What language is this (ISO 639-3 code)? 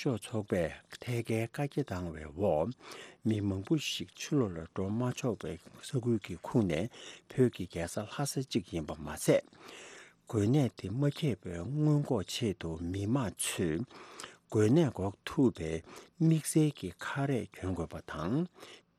bod